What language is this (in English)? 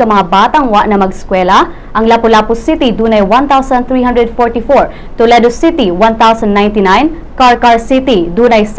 Cebuano